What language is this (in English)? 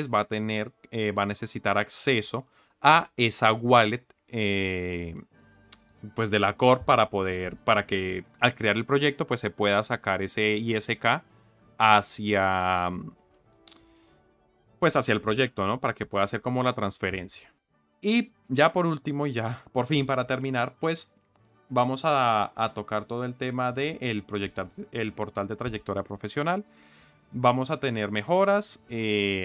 Spanish